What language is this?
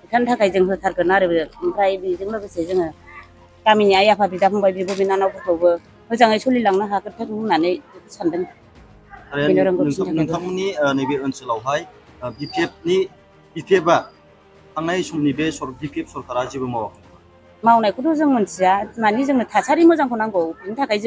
Bodo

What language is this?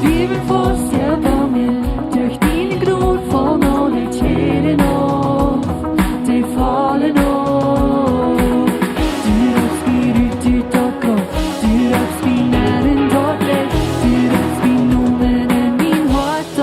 Plautdietsch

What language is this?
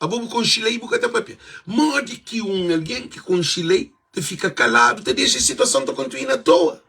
Kabuverdianu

